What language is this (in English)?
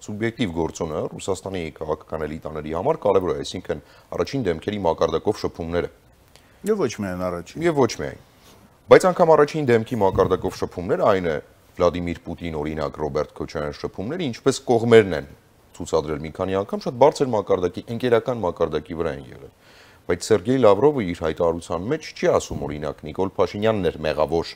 Armenian